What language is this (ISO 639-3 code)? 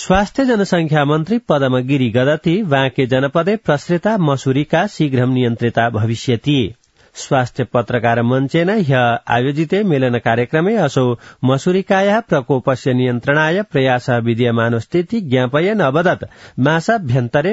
san